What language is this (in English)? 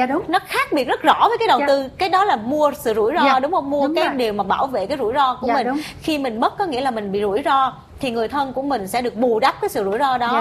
Vietnamese